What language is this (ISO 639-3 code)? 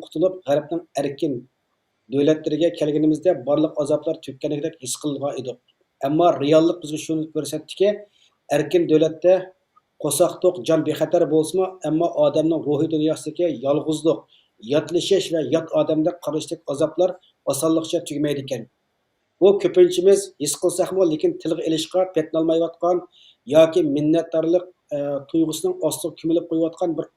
uig